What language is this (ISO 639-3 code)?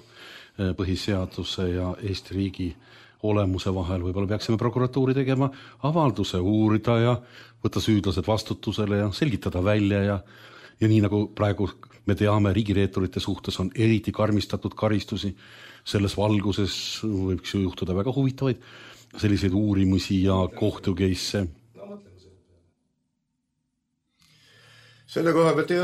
est